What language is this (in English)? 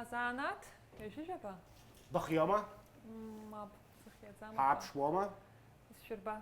Abkhazian